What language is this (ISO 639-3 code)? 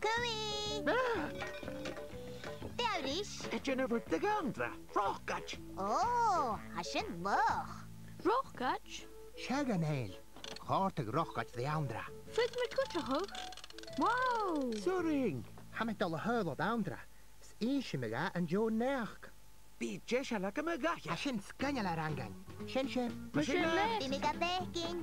gla